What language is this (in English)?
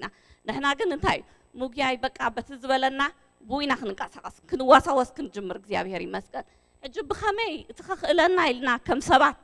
Tigrinya